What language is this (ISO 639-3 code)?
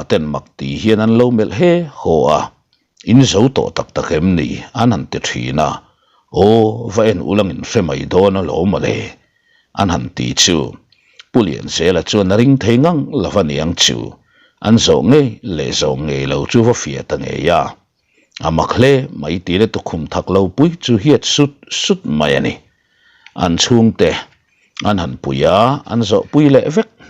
lus